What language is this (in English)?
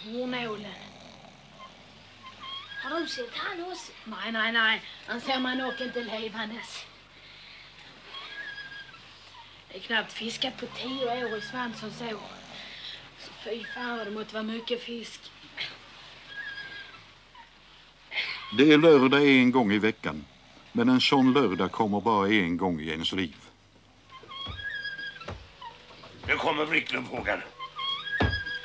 Swedish